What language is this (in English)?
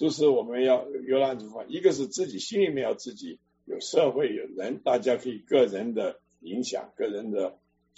Chinese